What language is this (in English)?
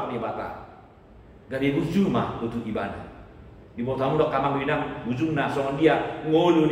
Batak Toba